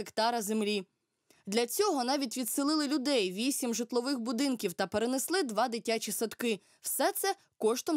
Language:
Ukrainian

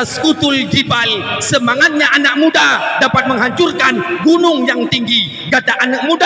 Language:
Achinese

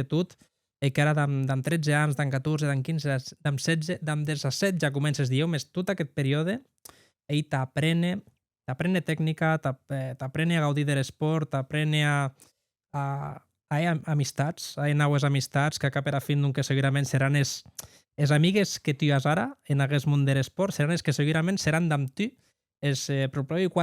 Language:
Occitan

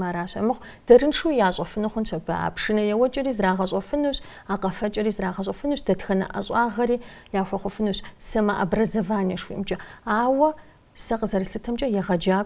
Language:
Kabardian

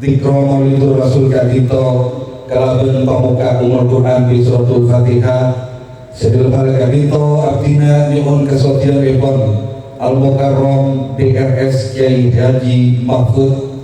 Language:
Madurese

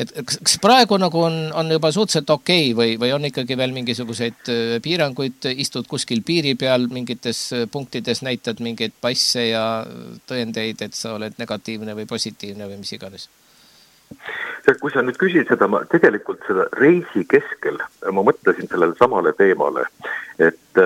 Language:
Estonian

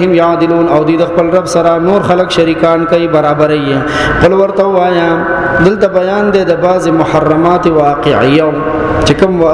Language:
Pashto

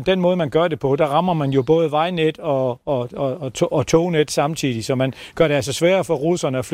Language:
Danish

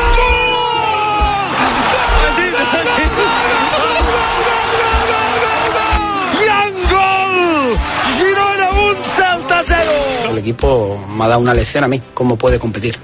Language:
Catalan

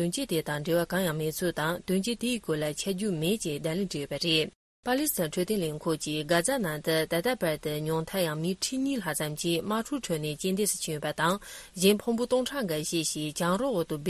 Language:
Tibetan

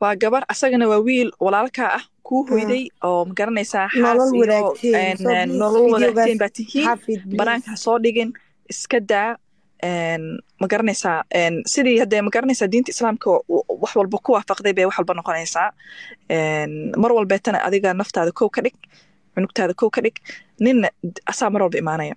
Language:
Somali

